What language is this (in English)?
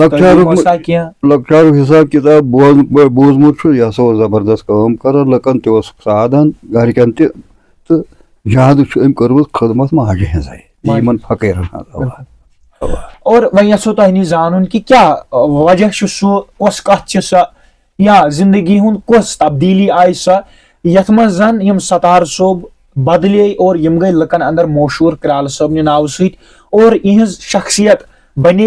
Kashmiri